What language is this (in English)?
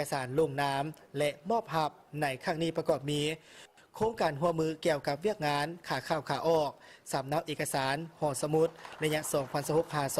Lao